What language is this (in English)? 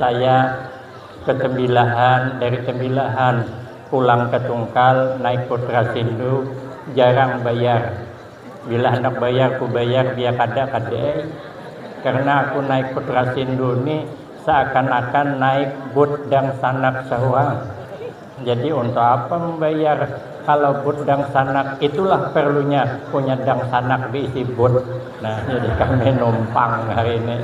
Banjar